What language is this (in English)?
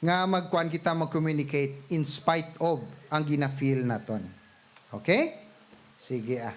Hiligaynon